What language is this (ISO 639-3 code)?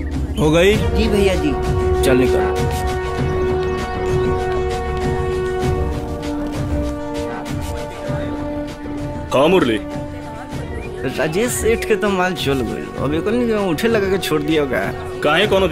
bho